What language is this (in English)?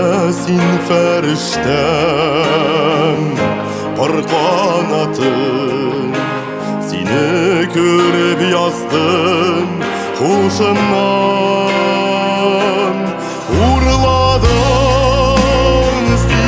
Tatar